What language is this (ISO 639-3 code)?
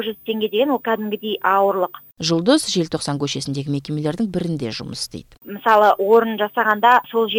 kaz